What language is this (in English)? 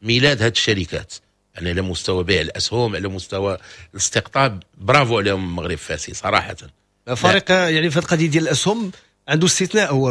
Moroccan Arabic